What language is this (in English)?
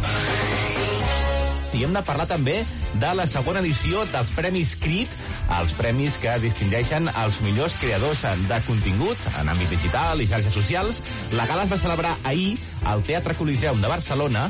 Catalan